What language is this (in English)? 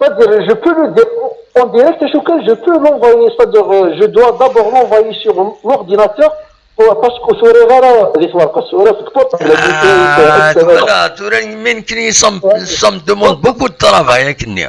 Kabyle